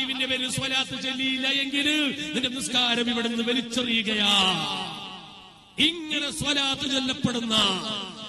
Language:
Malayalam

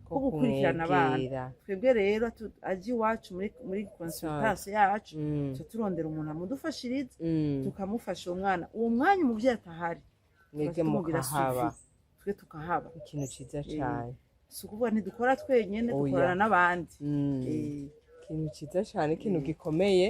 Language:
Rundi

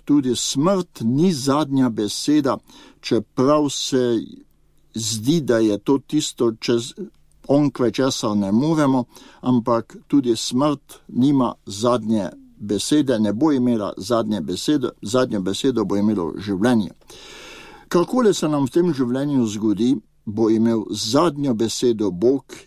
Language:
Slovenian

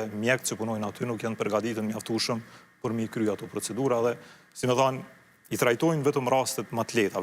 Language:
Albanian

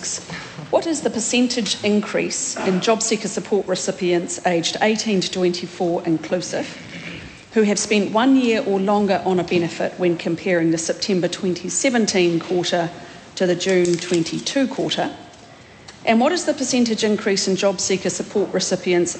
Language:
English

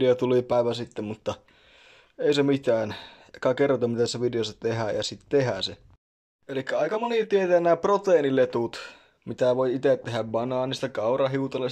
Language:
Finnish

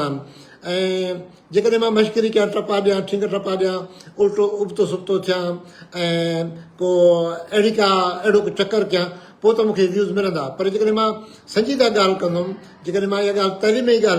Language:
Sindhi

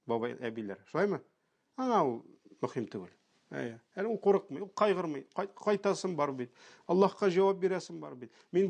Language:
Tatar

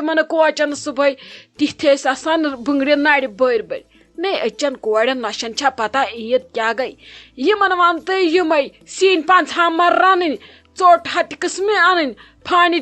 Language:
Kashmiri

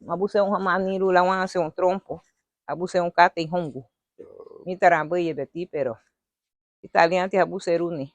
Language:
Garifuna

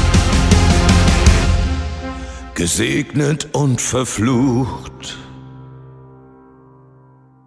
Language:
German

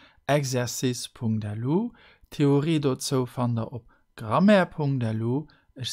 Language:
Luxembourgish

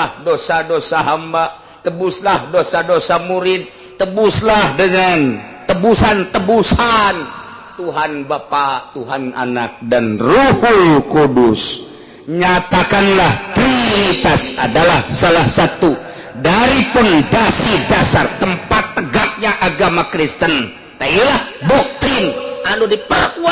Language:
Sundanese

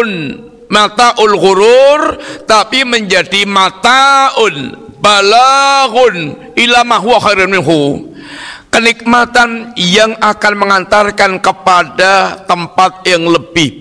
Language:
Indonesian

